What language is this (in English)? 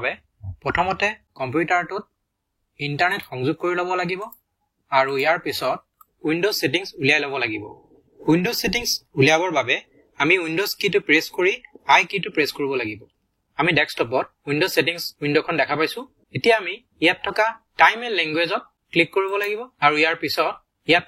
Assamese